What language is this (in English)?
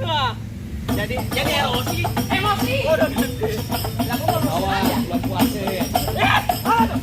Betawi